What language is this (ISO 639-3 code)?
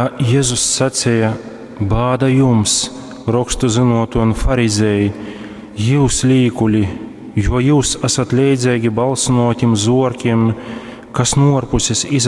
ltg